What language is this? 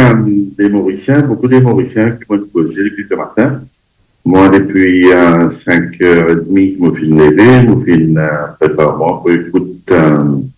Morisyen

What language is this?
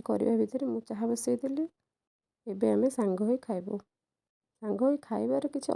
Odia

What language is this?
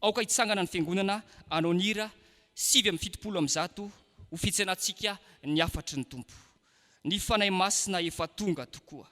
Malagasy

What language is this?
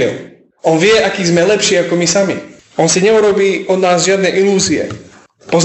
Slovak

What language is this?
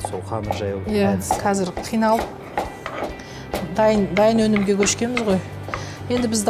Kazakh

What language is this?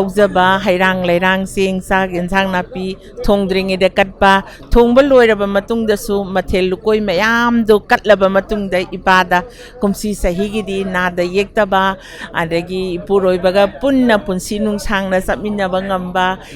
Manipuri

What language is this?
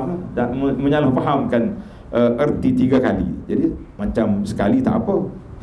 Malay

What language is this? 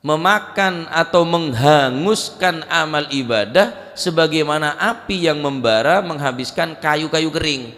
Madurese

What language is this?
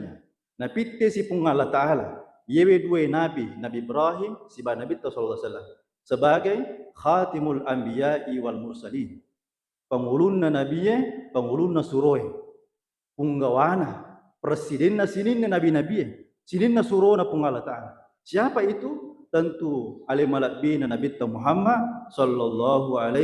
Buginese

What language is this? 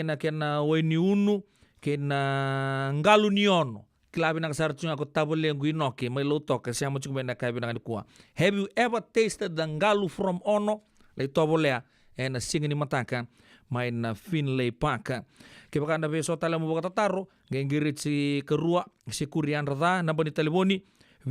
Fijian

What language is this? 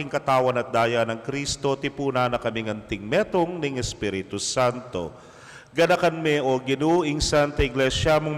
Pampanga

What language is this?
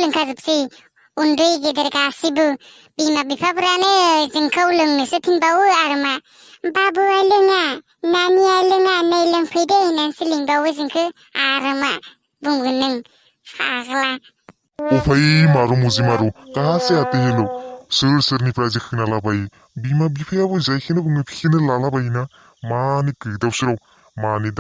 Bodo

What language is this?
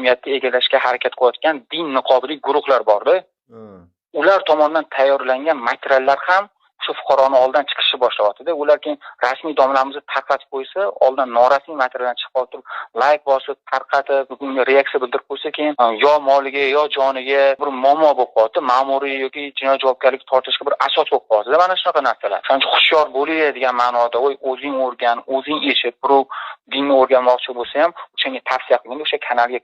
Uzbek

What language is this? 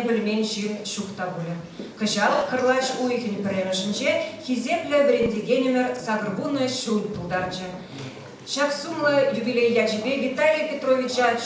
Chuvash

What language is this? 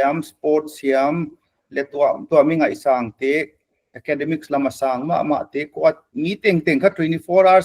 Paite Chin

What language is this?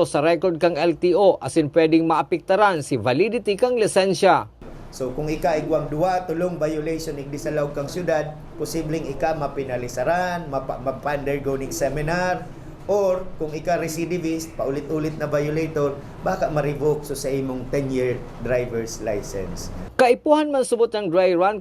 Bikol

